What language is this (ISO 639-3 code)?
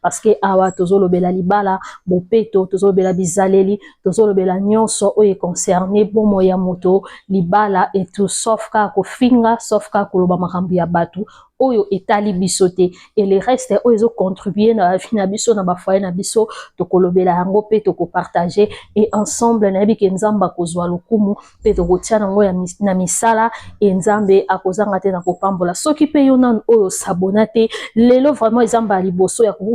lin